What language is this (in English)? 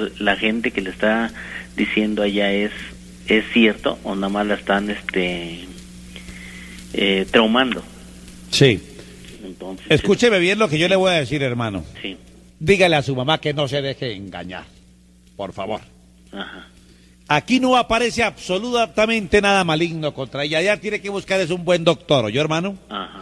Spanish